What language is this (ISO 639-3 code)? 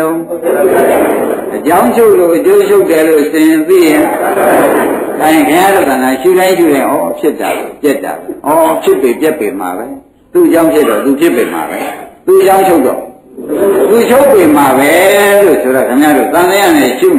mya